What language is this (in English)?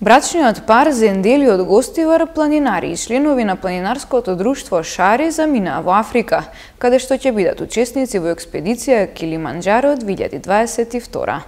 Macedonian